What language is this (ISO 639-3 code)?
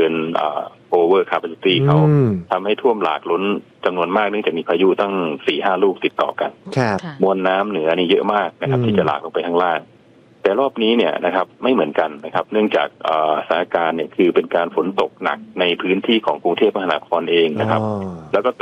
tha